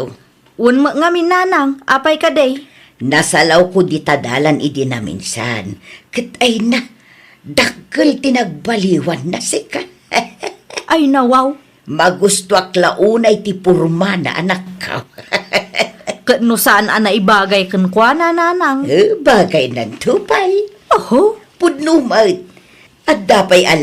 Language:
Iloko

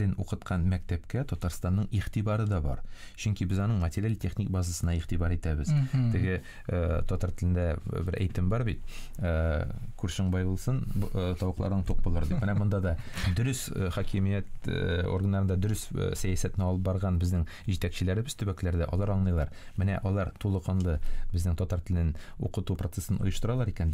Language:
Tatar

